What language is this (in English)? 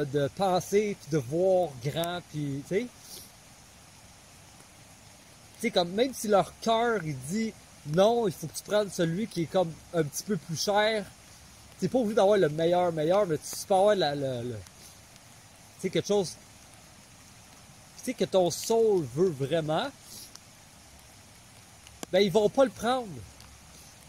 French